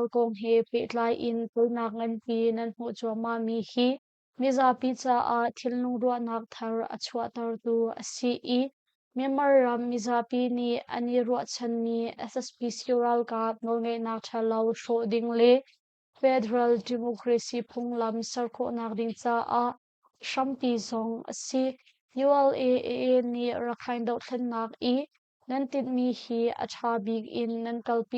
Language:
Hakha Chin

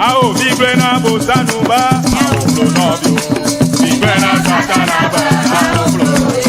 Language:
Ewe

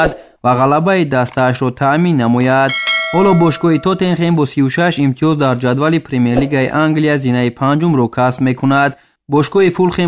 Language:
Tajik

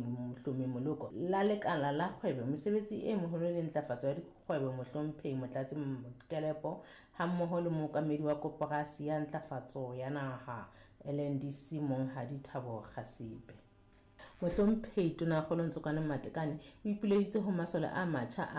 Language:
Southern Sotho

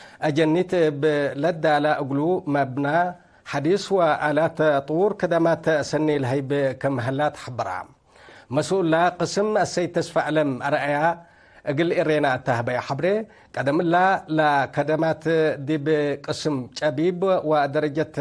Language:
Tigre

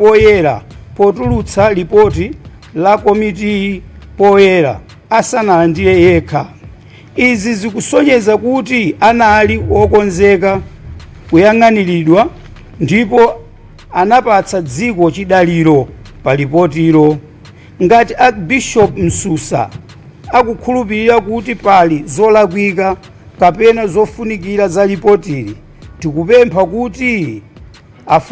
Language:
Nyanja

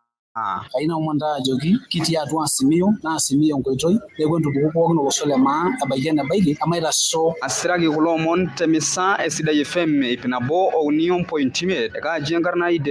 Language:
Masai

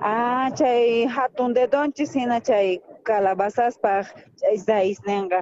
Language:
South Bolivian Quechua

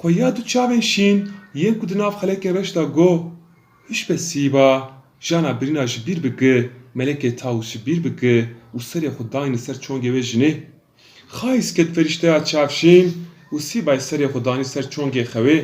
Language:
Kurdish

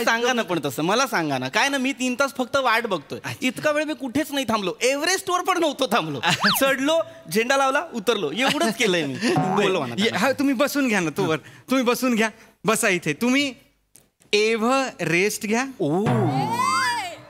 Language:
Marathi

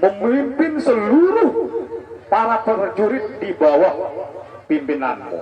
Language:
Sasak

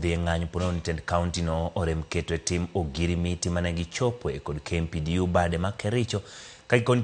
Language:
Luo (Kenya and Tanzania)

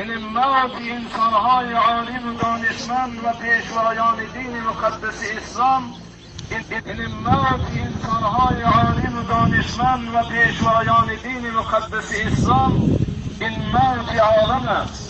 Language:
Tajik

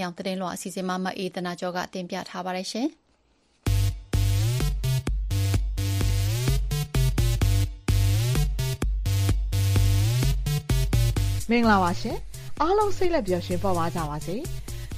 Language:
Burmese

